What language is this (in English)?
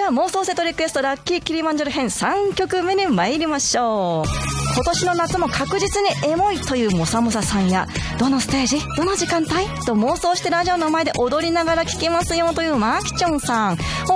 Japanese